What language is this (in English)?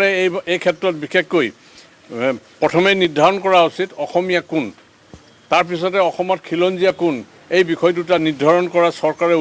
Assamese